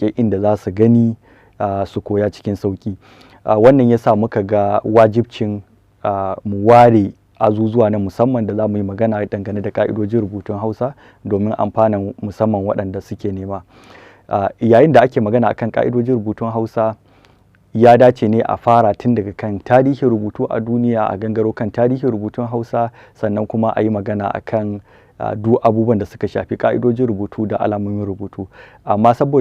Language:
Hausa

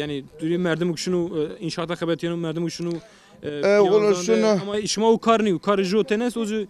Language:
Zaza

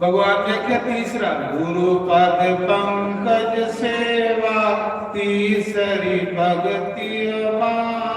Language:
Dogri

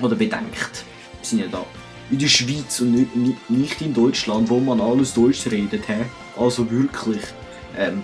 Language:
Swiss German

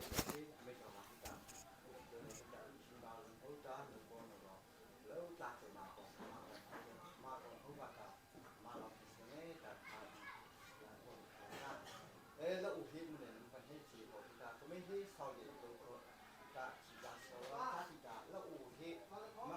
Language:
Mara Chin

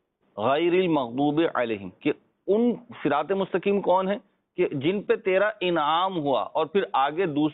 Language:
Urdu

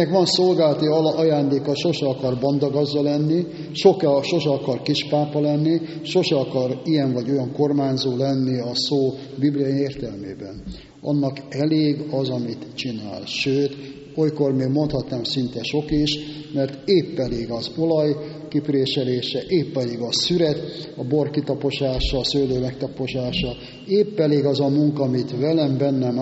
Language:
Hungarian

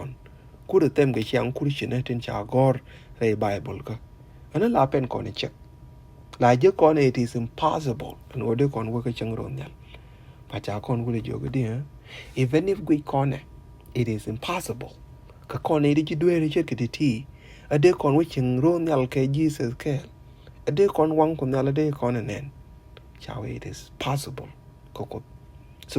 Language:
Nuer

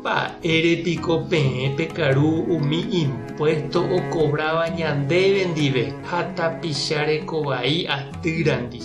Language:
Guarani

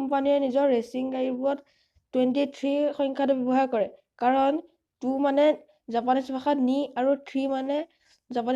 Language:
Assamese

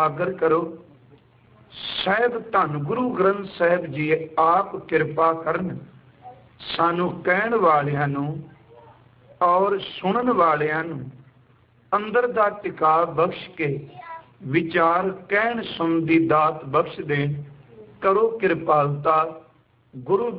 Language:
Punjabi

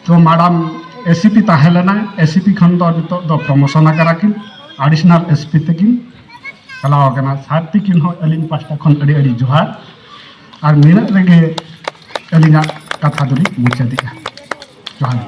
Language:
Santali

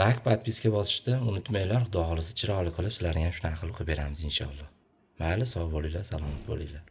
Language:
Uzbek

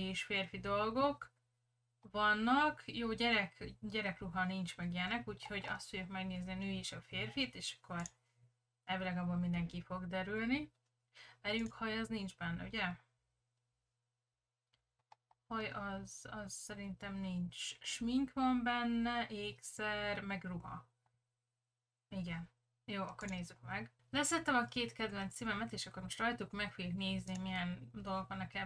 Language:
Hungarian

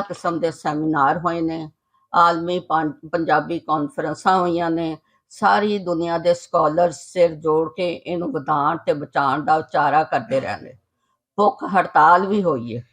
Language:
Western Panjabi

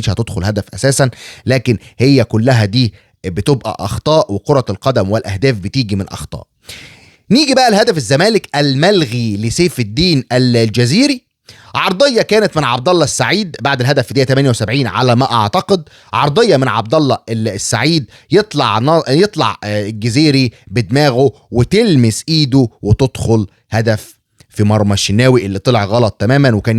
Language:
Egyptian Arabic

